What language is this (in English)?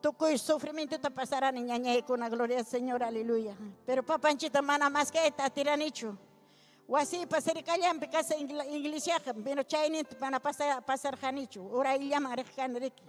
Ayacucho Quechua